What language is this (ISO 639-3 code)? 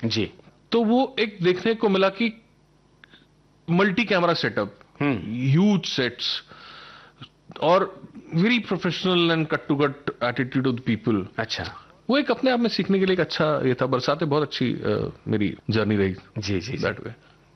hin